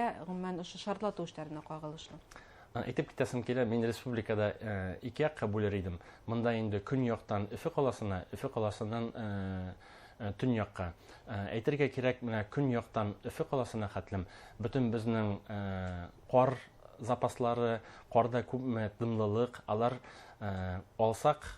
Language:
Bashkir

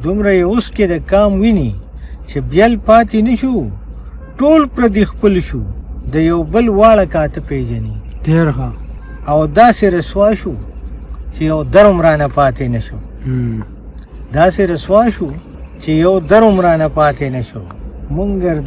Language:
Pashto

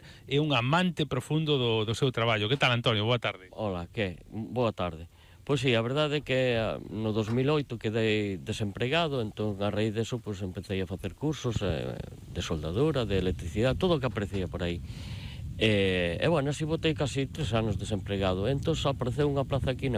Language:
Galician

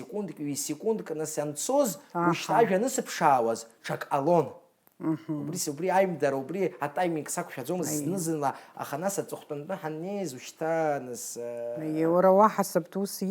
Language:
Abkhazian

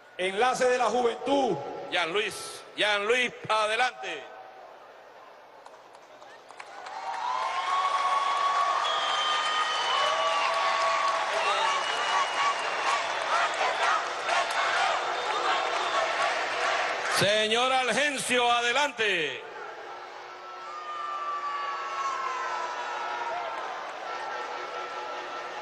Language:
Spanish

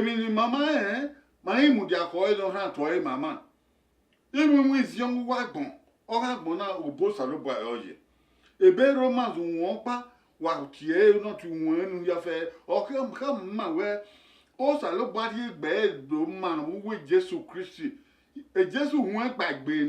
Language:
Bini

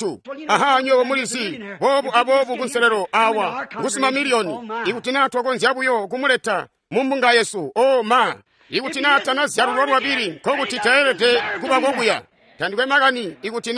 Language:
Tonga (Zambia)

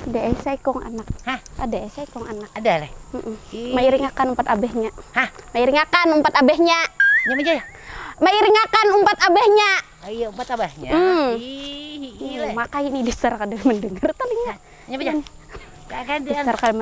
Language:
Banjar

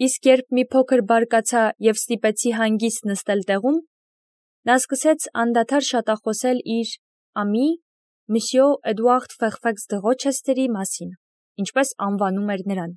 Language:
Armenian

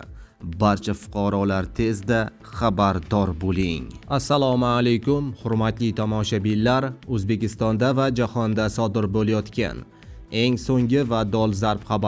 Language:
Uzbek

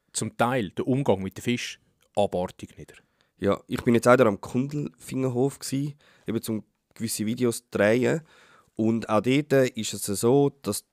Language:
Swiss German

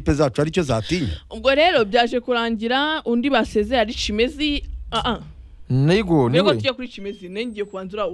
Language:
Kinyarwanda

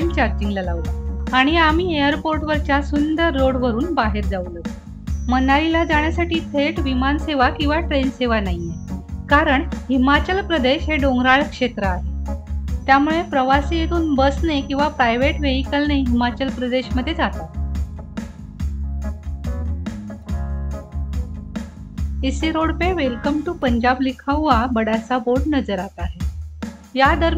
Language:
Marathi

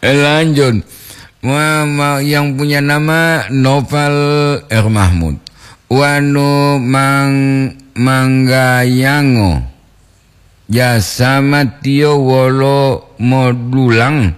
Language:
Gorontalo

